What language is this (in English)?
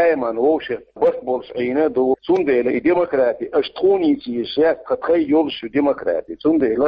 Chechen